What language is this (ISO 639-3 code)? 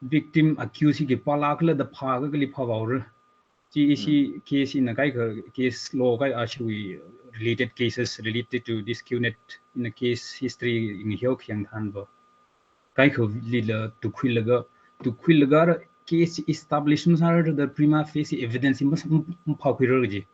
nmf